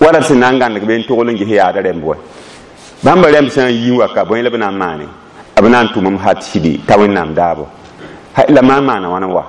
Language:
Mossi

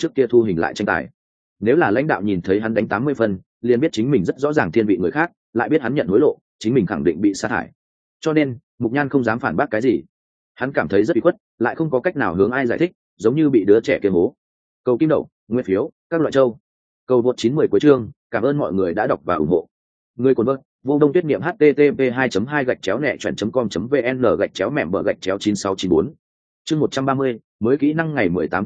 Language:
Vietnamese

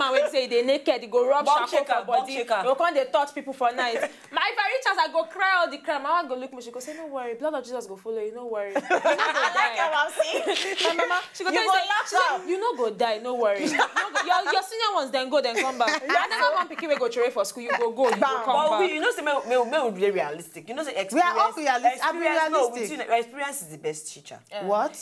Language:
Nigerian Pidgin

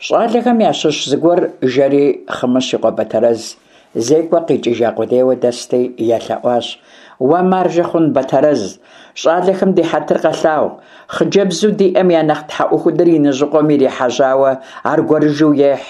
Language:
Kabardian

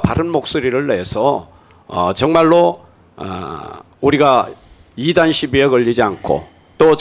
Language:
Korean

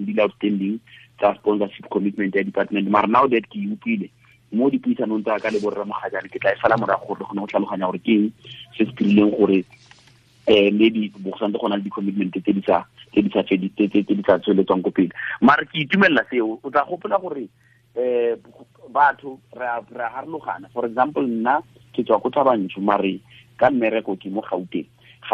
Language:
Tswana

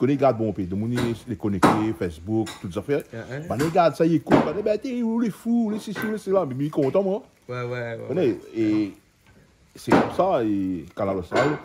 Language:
Réunion Creole French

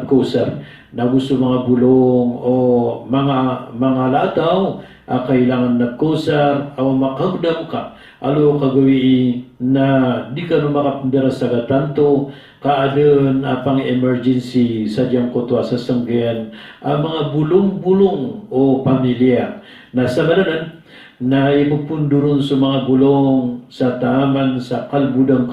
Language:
Maranao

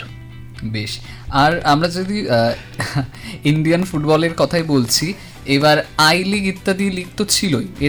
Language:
Bangla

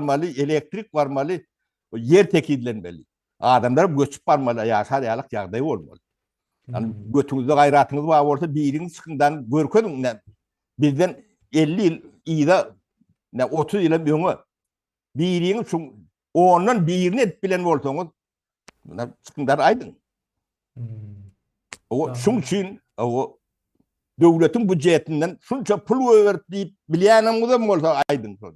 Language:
Turkmen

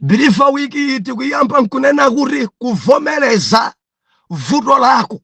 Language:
Nyanja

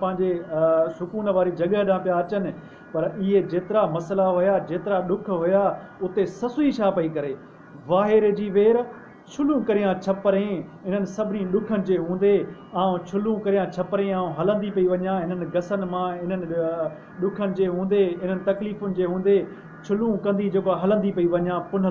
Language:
Sindhi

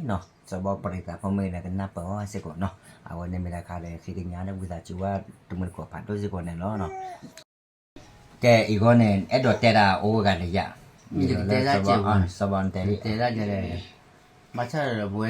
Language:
S'gaw Karen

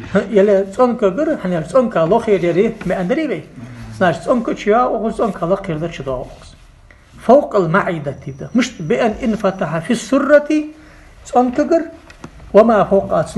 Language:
Ingush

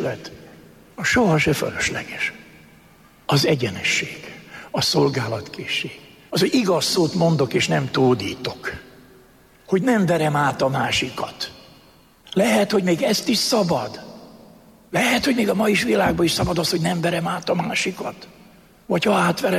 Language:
Hungarian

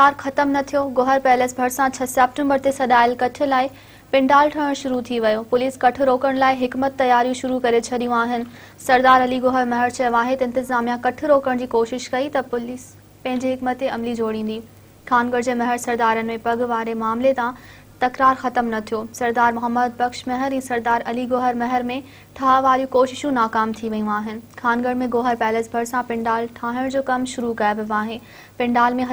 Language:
Sindhi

